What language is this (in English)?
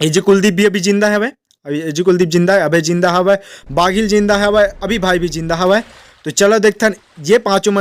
Chhattisgarhi